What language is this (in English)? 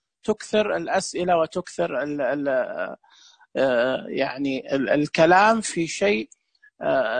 Najdi Arabic